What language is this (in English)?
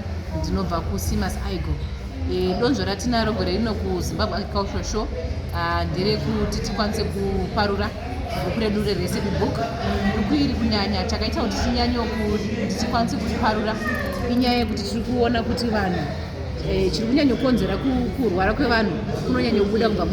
Shona